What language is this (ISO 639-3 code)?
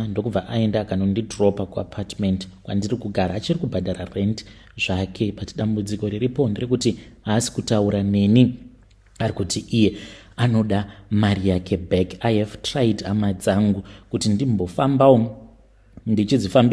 sna